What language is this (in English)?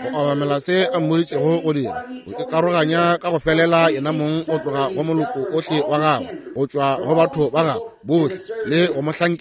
Northern Sotho